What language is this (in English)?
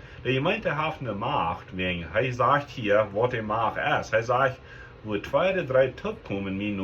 Plautdietsch